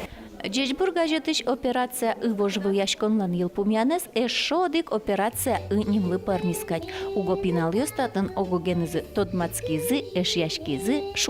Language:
Udmurt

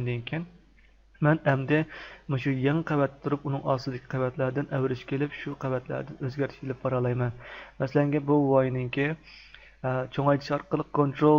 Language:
Uyghur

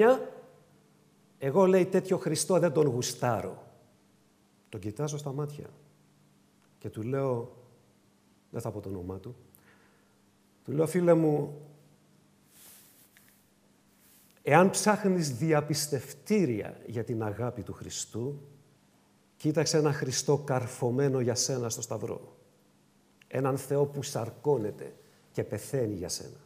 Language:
Greek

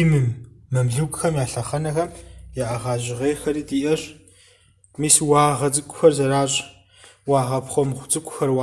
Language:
Kabardian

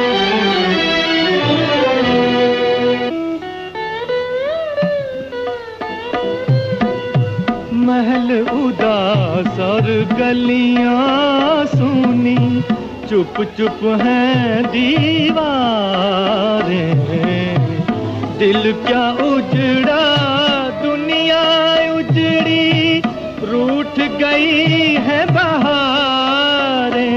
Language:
Hindi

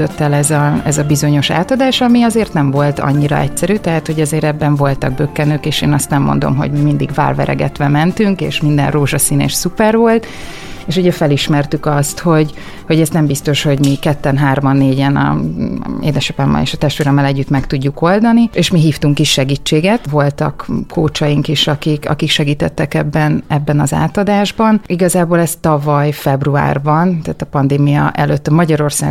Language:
Hungarian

